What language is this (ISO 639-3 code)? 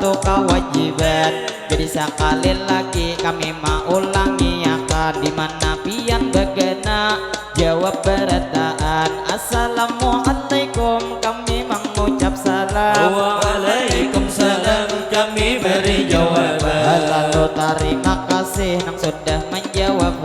bjn